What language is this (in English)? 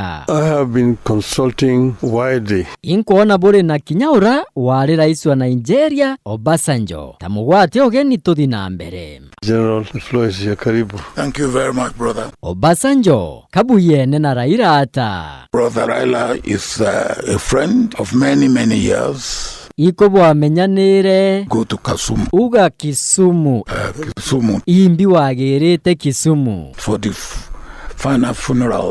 Meru